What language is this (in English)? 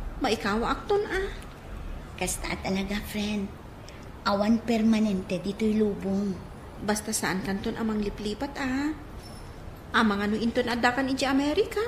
Iloko